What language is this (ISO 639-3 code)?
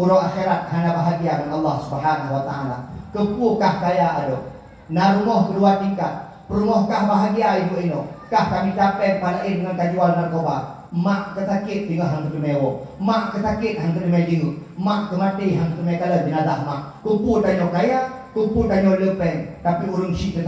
ace